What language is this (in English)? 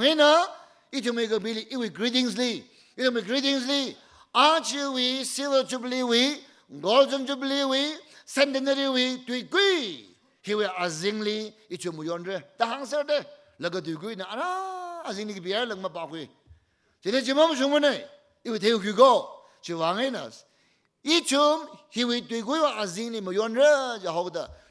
Tangkhul Naga (India)